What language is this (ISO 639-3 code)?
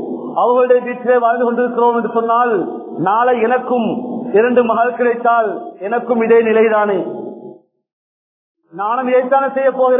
tam